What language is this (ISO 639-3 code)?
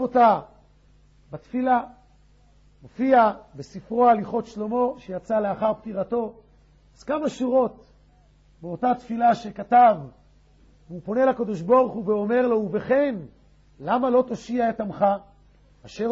heb